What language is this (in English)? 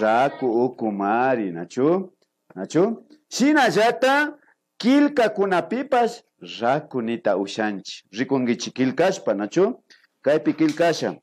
Imbabura Highland Quichua